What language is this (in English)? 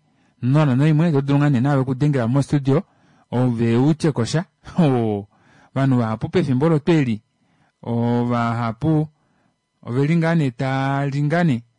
Kuanyama